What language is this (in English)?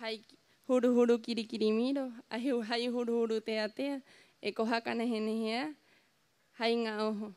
Rapanui